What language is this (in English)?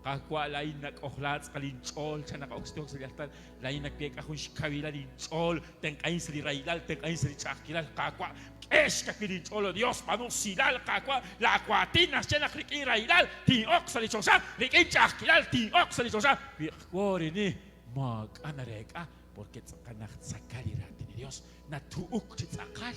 Kekchí